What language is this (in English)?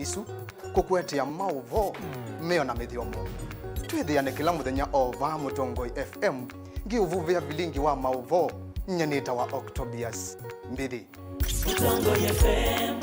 Kamba